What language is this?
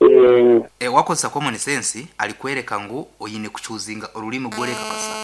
Nyankole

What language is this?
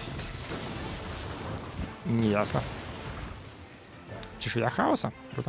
Russian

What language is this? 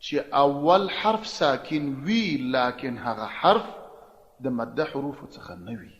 Pashto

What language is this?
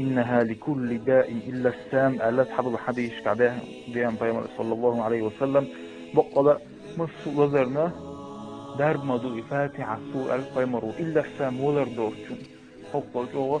Chechen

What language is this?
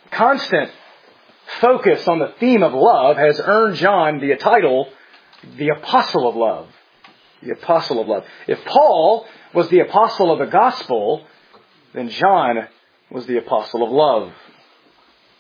English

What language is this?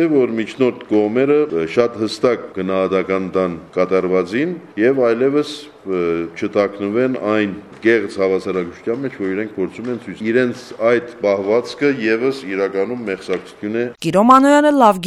Armenian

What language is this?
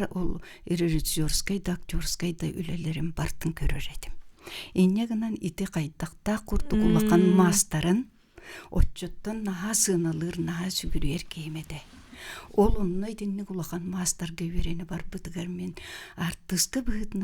Yakut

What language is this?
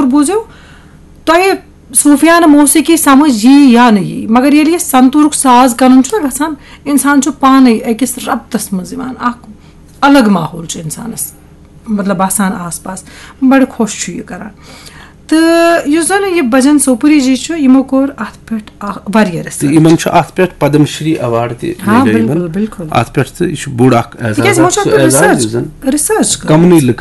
Kashmiri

